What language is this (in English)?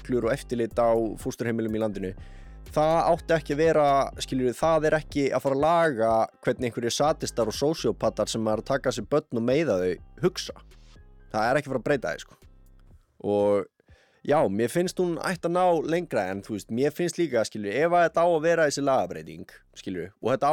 Icelandic